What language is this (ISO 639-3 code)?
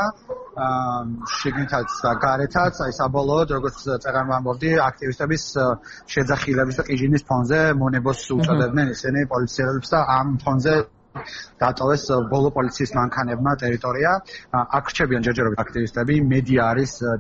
kat